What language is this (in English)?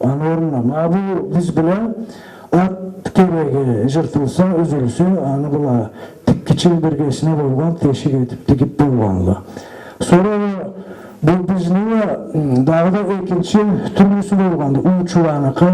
Karachay-Balkar